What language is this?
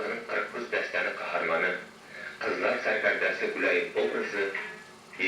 Kara-Kalpak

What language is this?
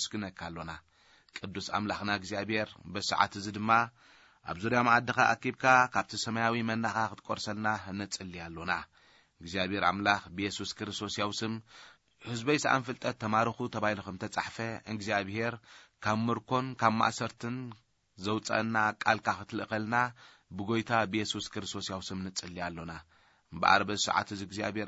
Tigrinya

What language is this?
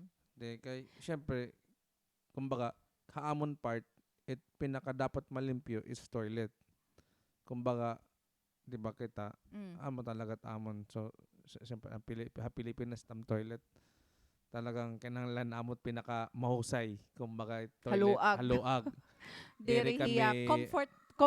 Waray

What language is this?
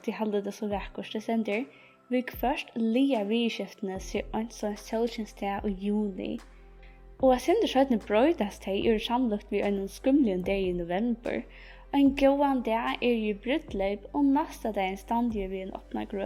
Faroese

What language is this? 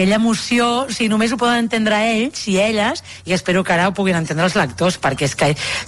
Catalan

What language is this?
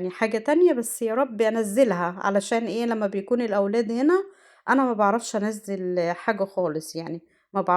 Egyptian Arabic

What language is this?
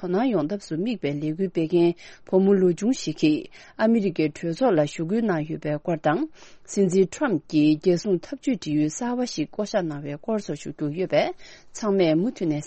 Tibetan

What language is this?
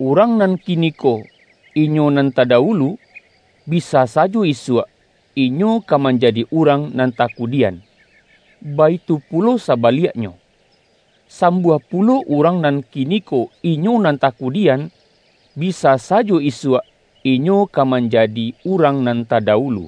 Minangkabau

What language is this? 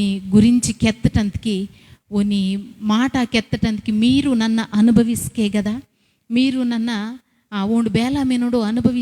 Koya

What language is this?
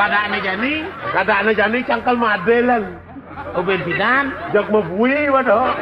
Balinese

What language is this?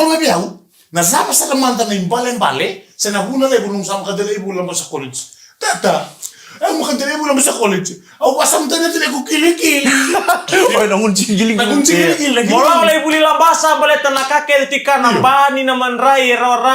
Fijian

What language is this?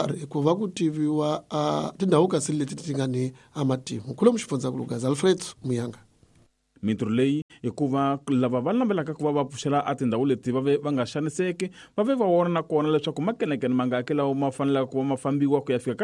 Tsonga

